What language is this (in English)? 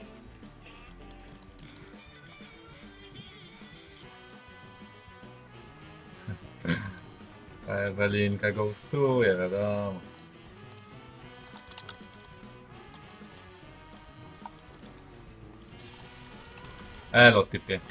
Polish